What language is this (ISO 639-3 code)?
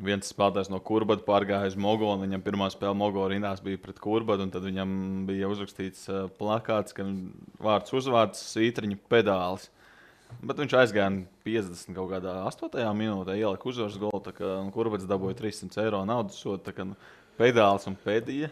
lav